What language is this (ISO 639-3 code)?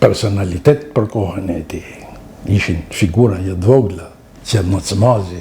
sqi